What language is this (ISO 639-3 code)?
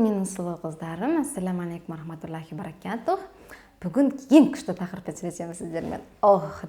kaz